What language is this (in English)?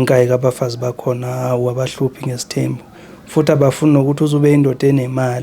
Zulu